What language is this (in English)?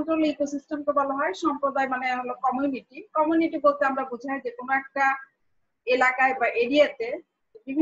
Bangla